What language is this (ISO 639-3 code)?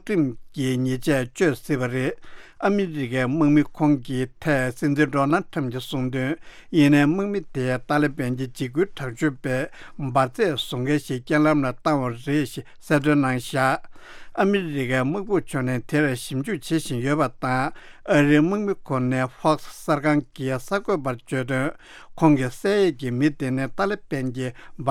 bod